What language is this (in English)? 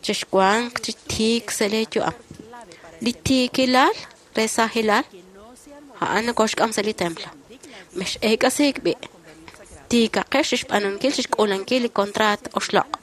Kekchí